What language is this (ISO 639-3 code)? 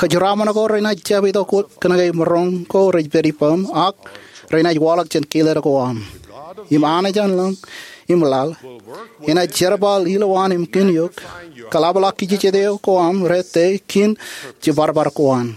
mah